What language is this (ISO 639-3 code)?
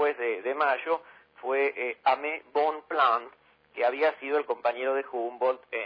spa